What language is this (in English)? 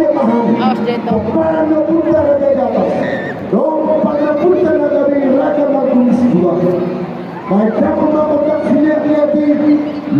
Batak Toba